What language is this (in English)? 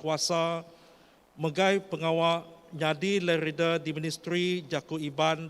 Iban